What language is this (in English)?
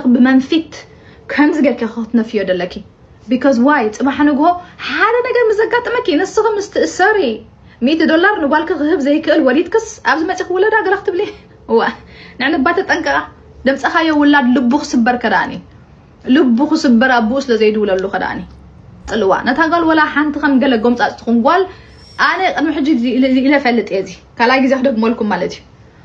Tigrinya